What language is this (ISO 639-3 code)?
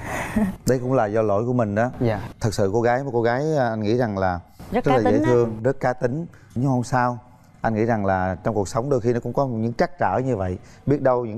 vie